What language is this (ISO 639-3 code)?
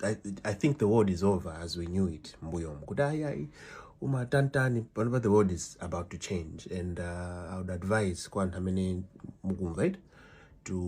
nya